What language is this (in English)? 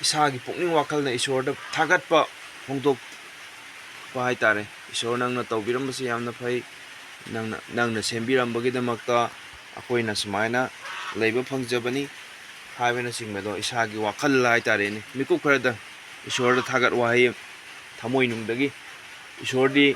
Manipuri